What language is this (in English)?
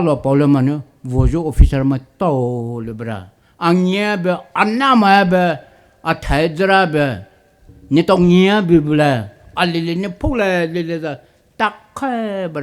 Poumei Naga